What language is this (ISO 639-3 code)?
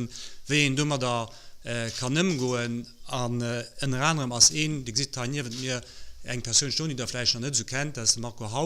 ltz